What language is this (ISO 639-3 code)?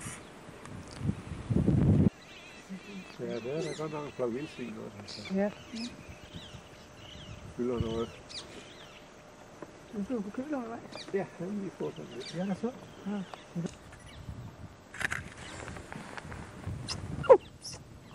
dan